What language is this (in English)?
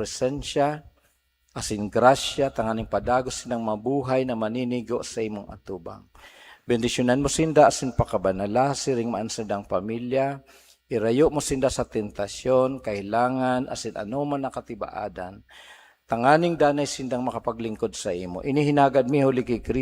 Bikol